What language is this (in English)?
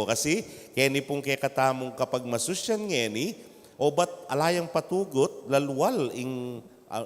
Pampanga